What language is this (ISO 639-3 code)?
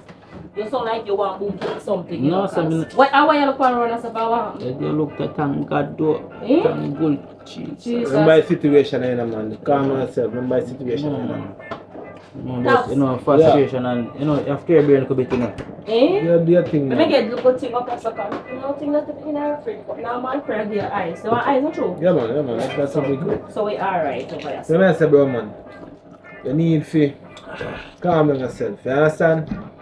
jam